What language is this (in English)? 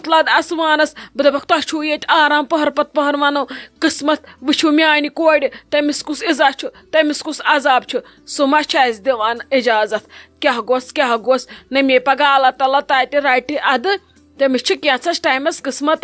Kashmiri